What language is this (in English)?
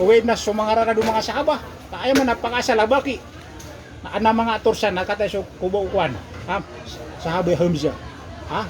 Maranao